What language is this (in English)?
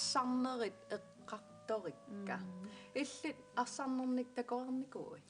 Kalaallisut